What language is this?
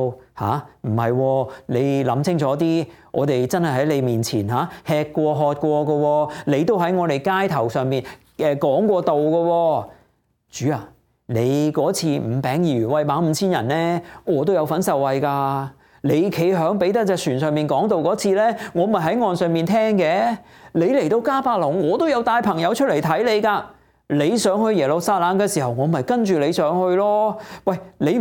Cantonese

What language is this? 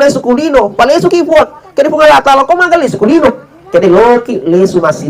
Buginese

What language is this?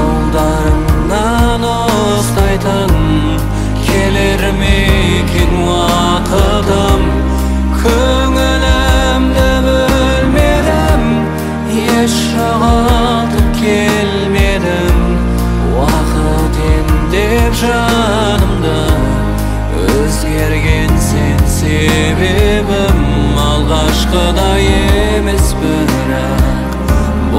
Kazakh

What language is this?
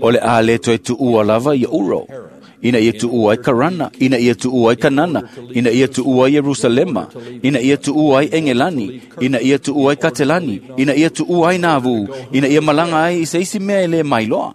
Samoan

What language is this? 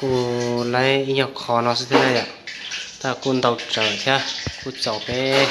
Hmong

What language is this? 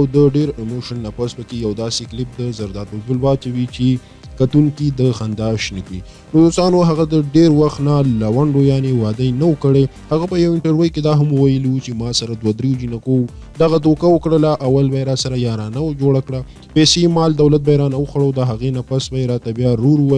Pashto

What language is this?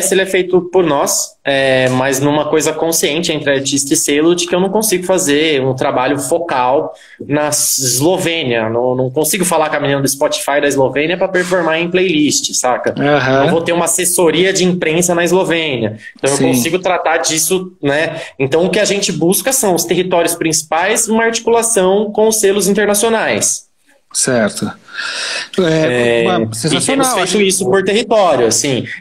Portuguese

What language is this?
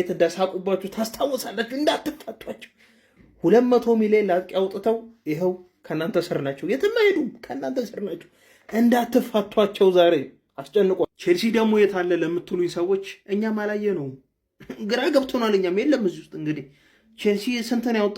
Amharic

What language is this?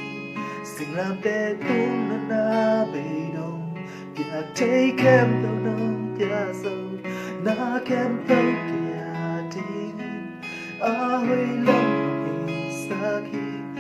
Tedim Chin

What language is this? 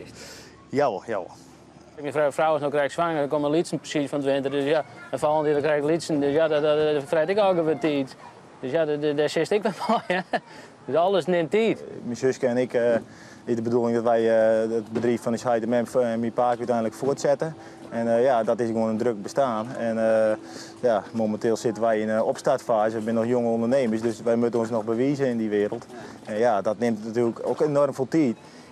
Western Frisian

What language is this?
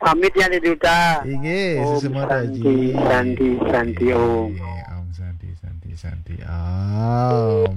Balinese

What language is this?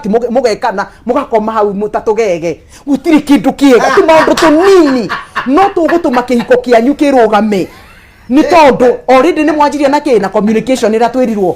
Kikuyu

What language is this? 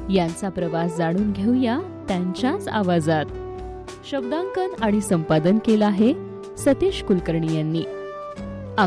Marathi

